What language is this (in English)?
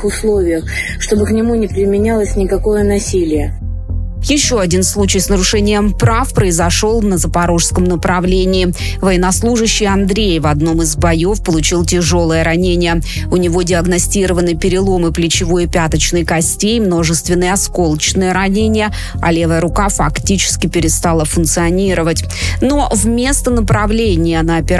Russian